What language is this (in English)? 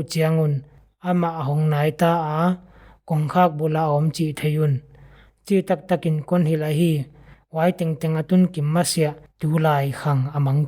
Paite Chin